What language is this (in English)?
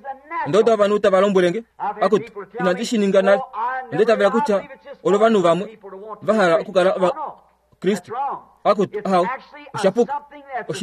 Kuanyama